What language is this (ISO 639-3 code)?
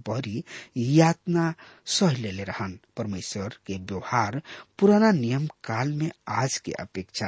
bho